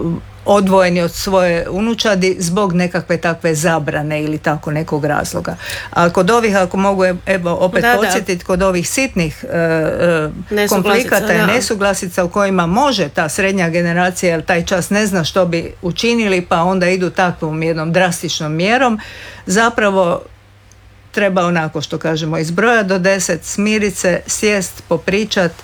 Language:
Croatian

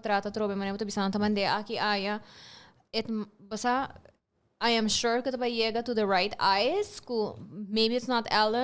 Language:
Papiamento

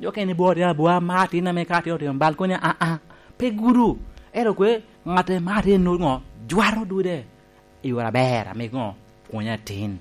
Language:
Lango (Uganda)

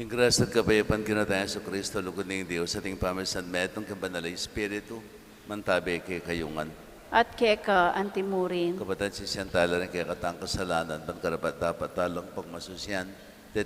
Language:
Pampanga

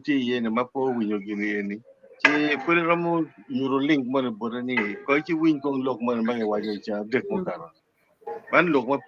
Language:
Acoli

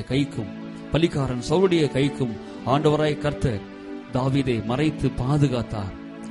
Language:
Tamil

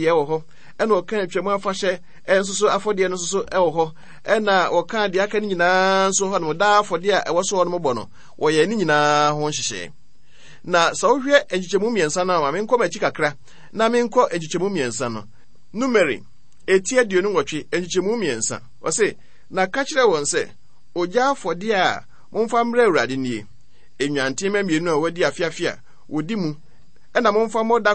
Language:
Akan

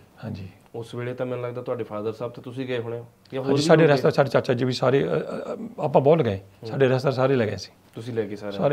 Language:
Punjabi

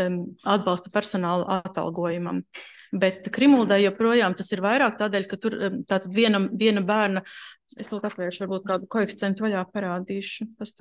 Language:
Latvian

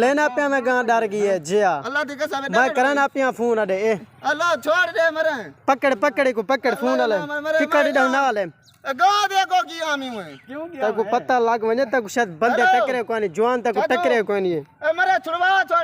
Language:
Saraiki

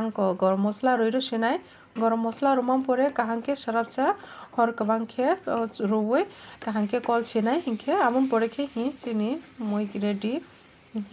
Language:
Kok Borok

